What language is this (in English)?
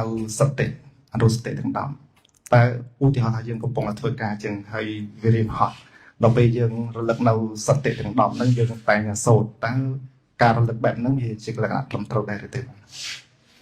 Khmer